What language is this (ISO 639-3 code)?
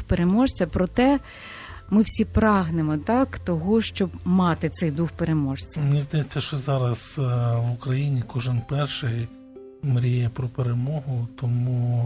ukr